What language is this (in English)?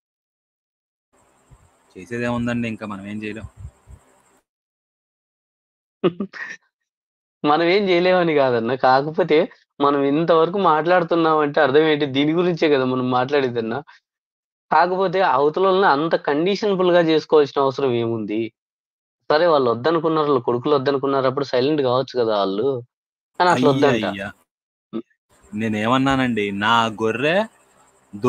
Telugu